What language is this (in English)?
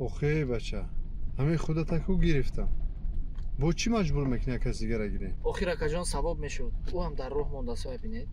Tajik